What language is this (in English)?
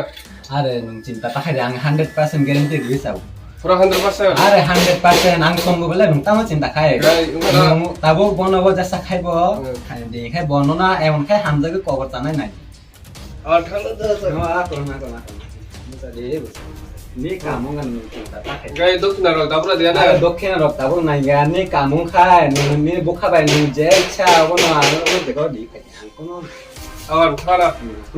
Kok Borok